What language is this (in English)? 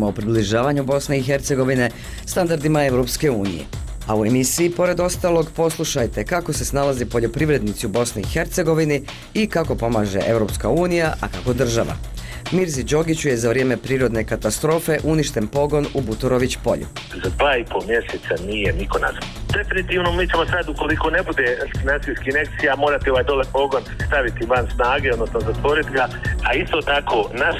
Bosnian